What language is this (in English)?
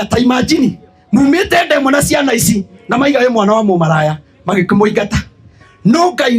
Kikuyu